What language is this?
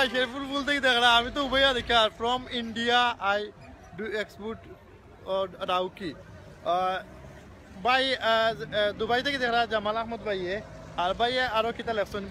Sylheti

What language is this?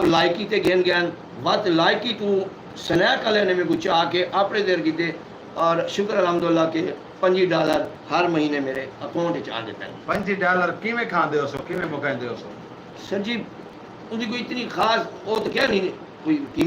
Saraiki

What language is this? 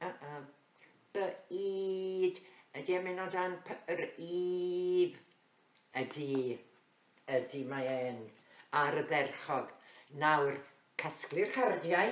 Welsh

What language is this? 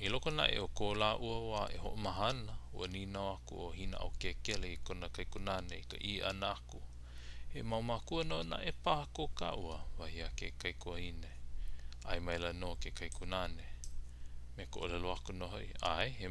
Hawaiian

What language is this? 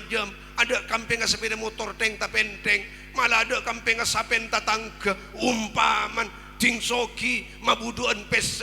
Madurese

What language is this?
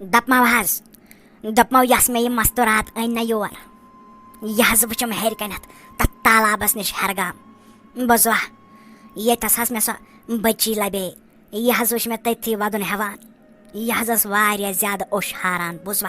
Kashmiri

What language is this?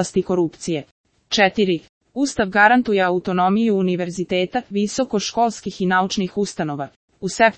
Serbian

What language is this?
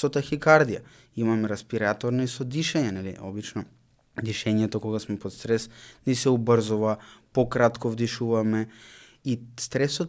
Macedonian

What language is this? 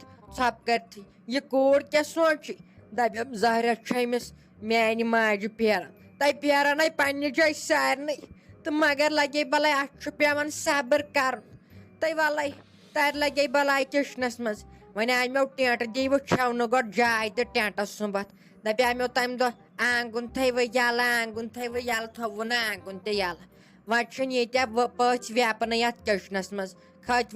Kashmiri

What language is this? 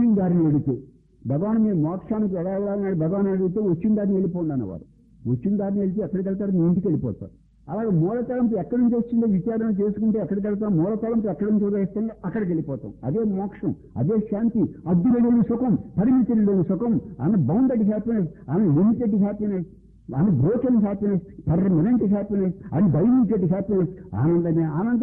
Telugu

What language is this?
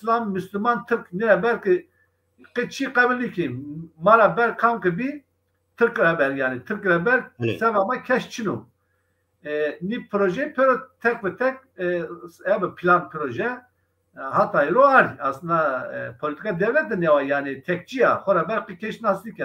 Zaza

